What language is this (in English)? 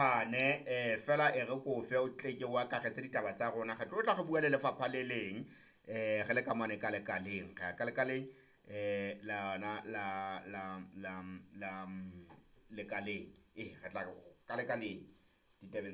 Southern Sotho